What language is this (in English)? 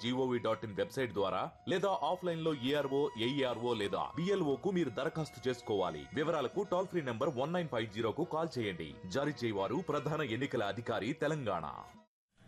Telugu